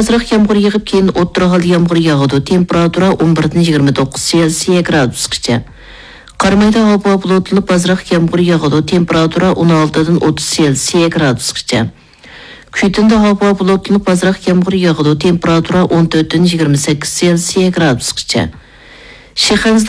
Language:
Uyghur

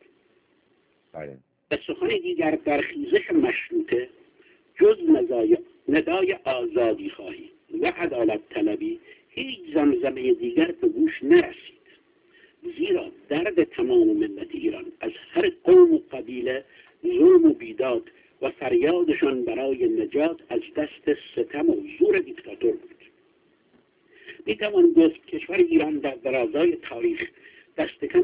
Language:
Persian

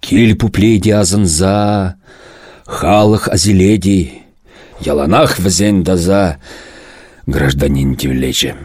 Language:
Chuvash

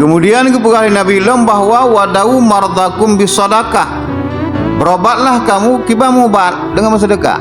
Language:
Achinese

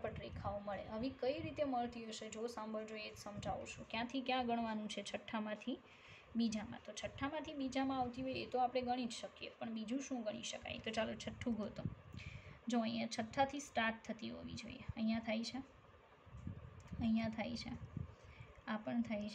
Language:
Gujarati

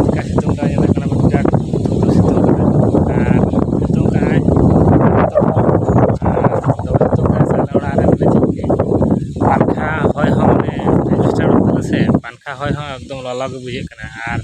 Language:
Santali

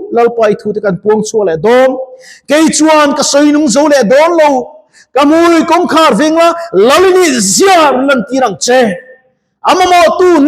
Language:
Mizo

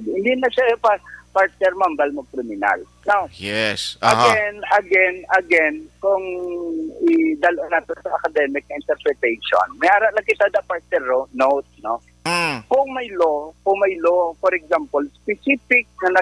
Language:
Hiligaynon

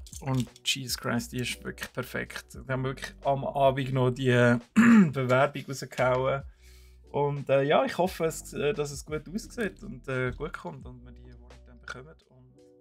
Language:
Swiss German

